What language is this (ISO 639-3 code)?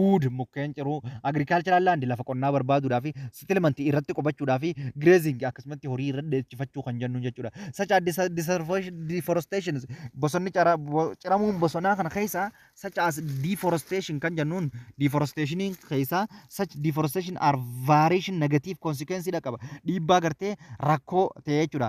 orm